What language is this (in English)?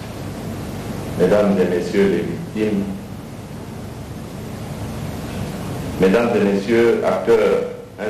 French